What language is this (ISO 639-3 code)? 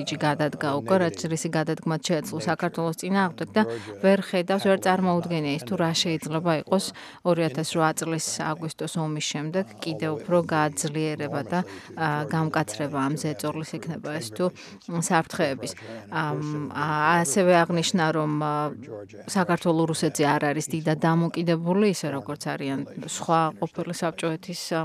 kat